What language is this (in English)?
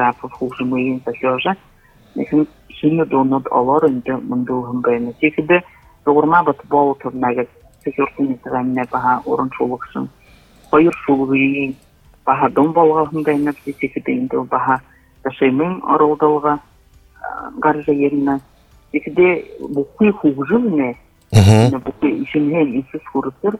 Buriat